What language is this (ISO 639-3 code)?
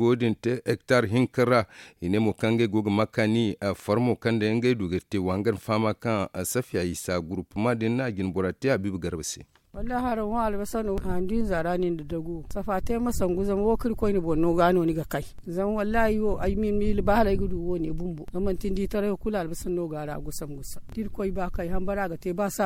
dje